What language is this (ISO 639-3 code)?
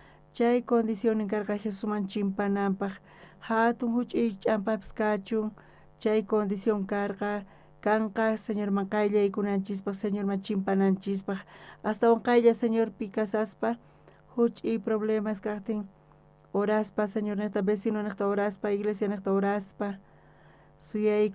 quh